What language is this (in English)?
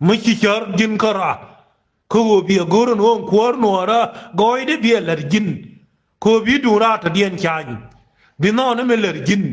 Nuer